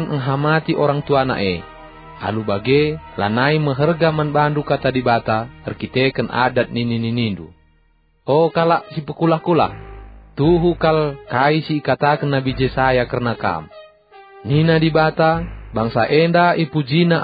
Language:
Batak Karo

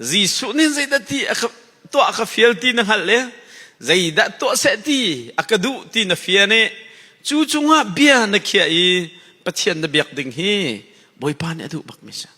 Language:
Hakha Chin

